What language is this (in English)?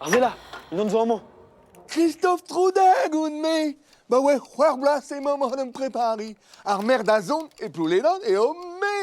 Breton